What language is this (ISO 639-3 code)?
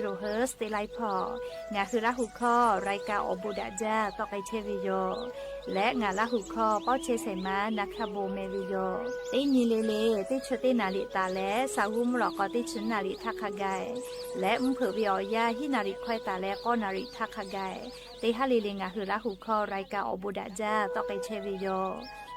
lhu